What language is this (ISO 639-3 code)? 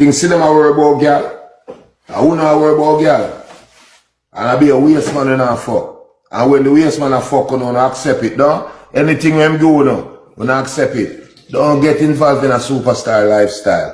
jam